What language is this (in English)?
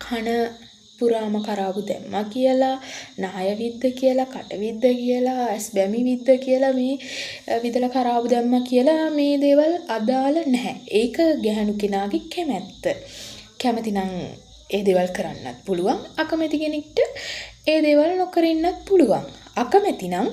Sinhala